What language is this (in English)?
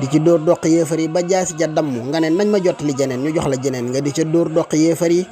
Wolof